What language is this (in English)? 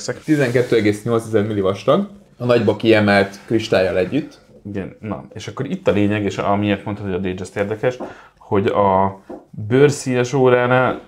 Hungarian